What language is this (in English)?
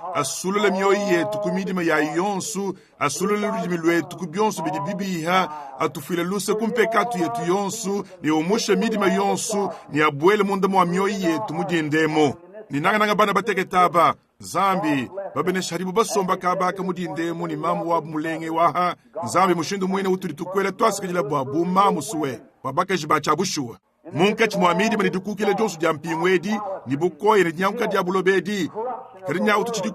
Luba-Lulua